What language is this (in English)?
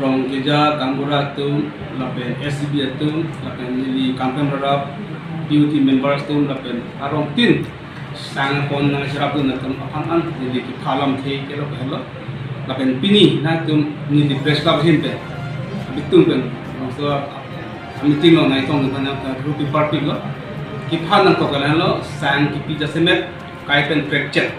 Karbi